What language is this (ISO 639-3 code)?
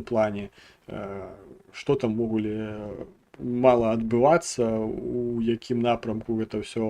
bel